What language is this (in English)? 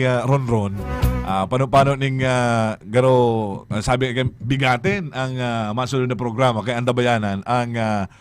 Bikol